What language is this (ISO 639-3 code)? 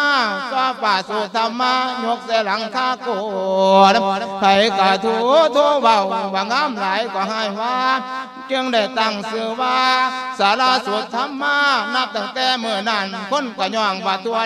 lao